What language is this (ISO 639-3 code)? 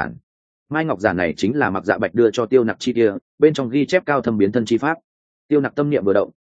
vie